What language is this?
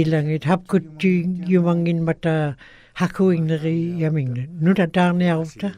Western Canadian Inuktitut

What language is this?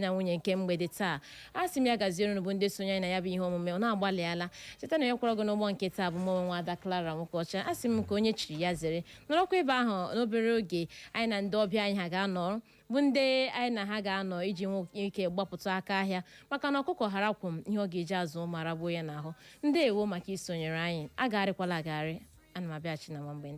Igbo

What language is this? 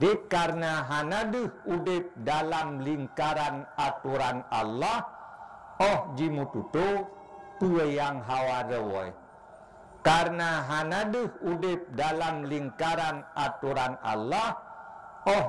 Achinese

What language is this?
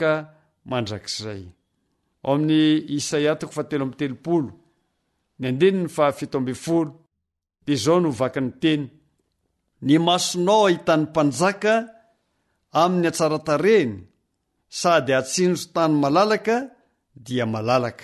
Malagasy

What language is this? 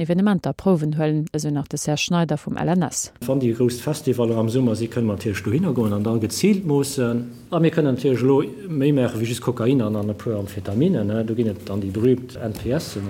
Luxembourgish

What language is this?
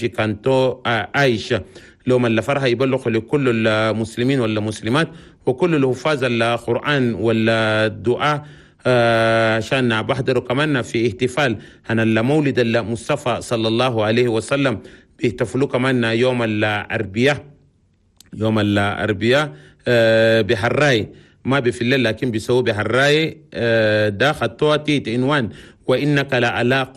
Chadian Arabic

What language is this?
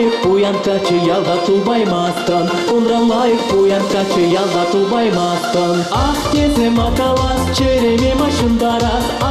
Chuvash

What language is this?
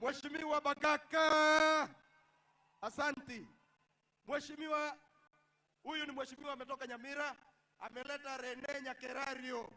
Gusii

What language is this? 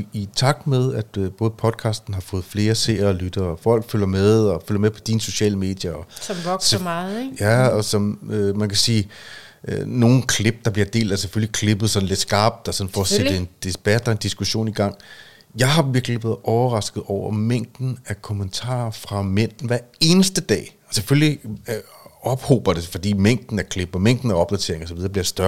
Danish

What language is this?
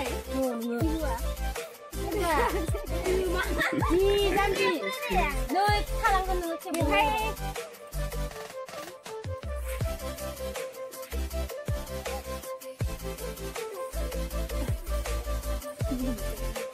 Bodo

